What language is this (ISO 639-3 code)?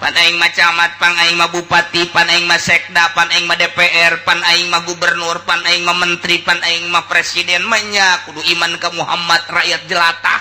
sun